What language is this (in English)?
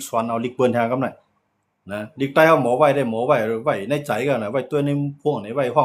Shan